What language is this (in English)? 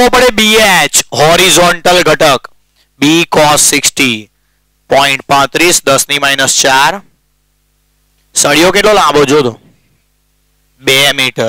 Gujarati